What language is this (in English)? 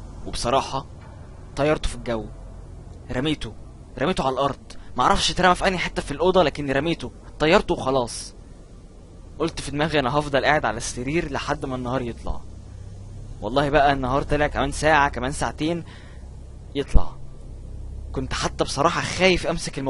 Egyptian Arabic